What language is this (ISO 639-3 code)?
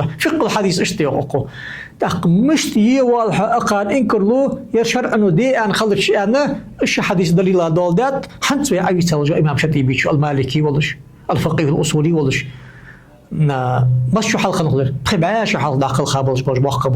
inh